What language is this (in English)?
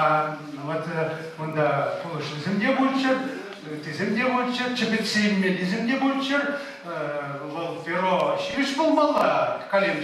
Chuvash